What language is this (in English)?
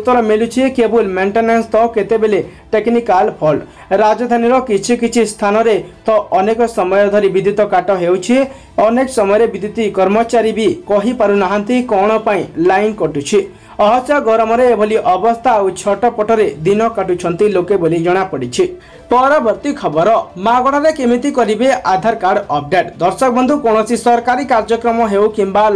Odia